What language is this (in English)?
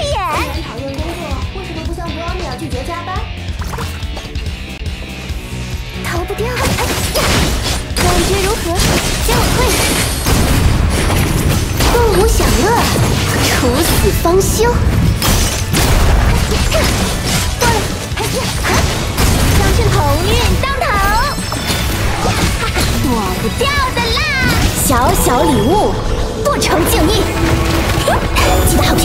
Chinese